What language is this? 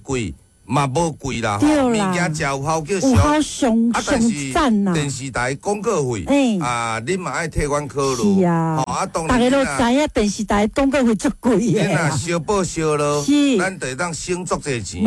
Min Nan Chinese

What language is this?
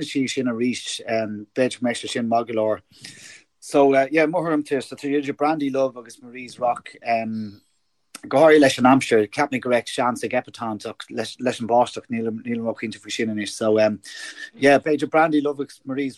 Irish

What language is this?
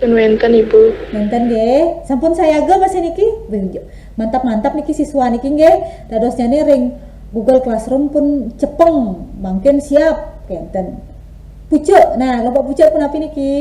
Balinese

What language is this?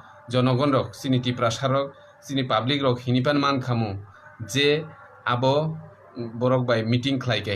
Kok Borok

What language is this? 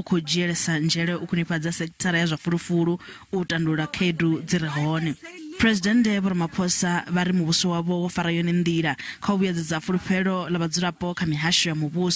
Venda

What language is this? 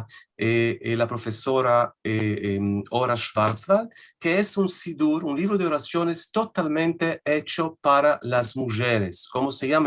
Ladino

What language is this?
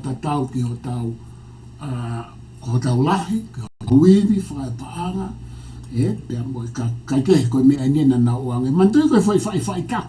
Tongan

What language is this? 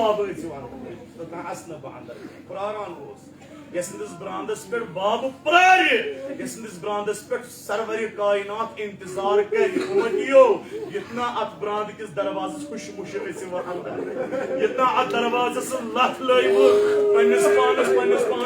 Kashmiri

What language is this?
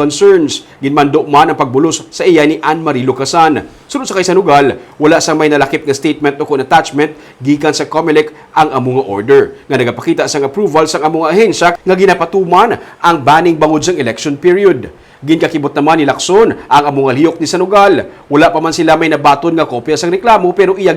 Hiligaynon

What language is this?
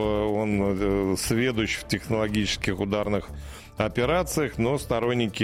Russian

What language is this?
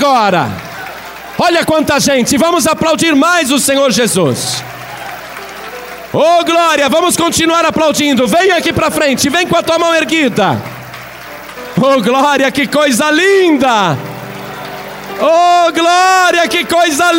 Portuguese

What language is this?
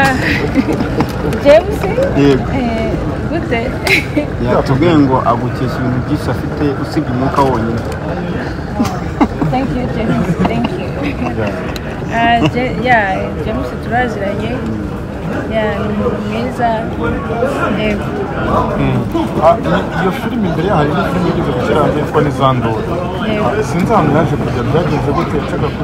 Kinyarwanda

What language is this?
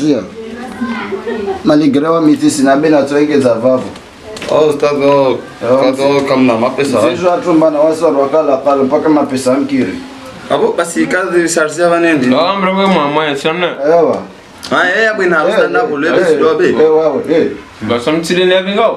Swahili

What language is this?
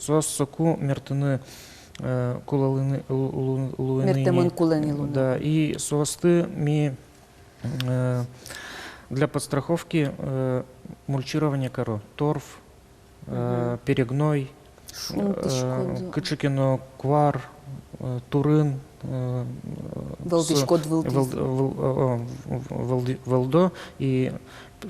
Udmurt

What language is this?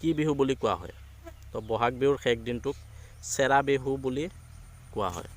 Assamese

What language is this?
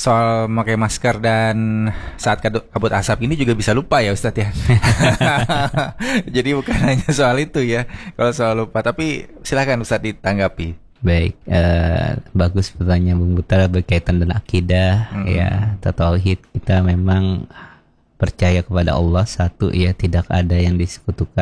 Indonesian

